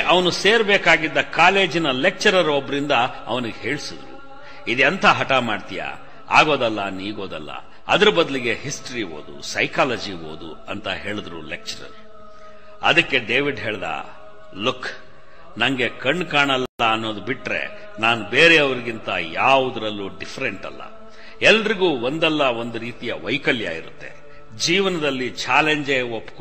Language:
Kannada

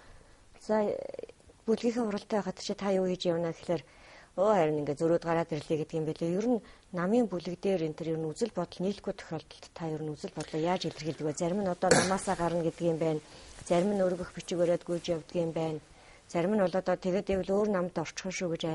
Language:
Mongolian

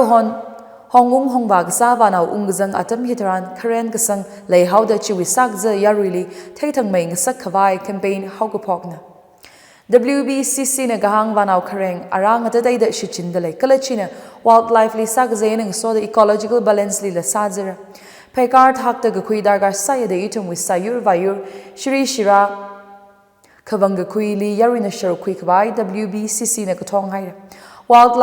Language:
Tangkhul Naga (India)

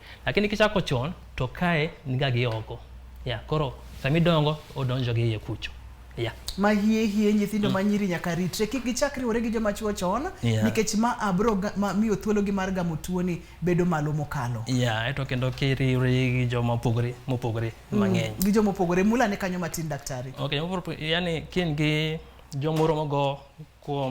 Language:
Luo (Kenya and Tanzania)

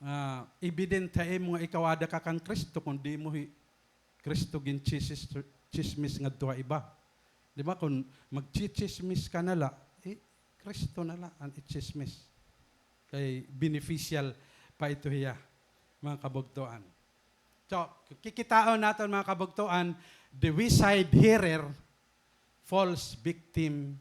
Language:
Waray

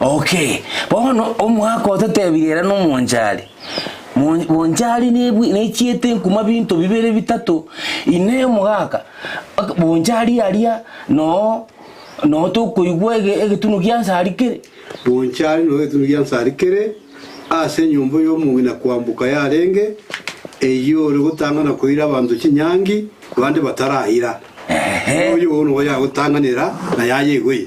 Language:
Gusii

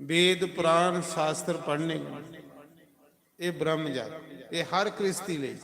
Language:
Dogri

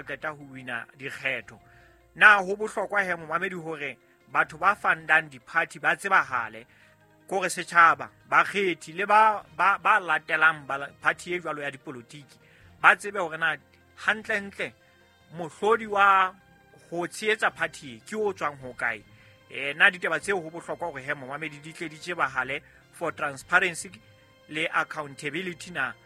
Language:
Southern Sotho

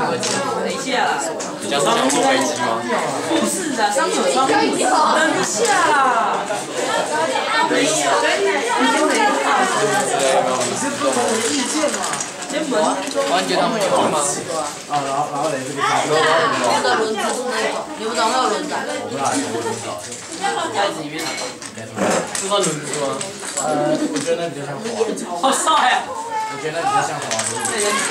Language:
Chinese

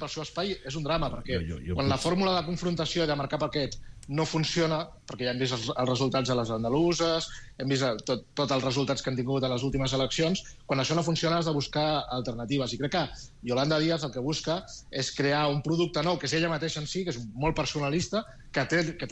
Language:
Catalan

